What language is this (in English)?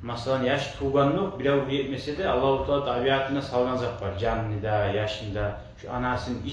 Kumyk